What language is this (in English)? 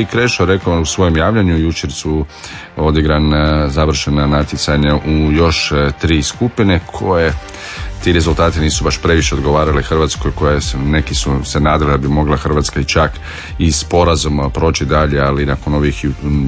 Croatian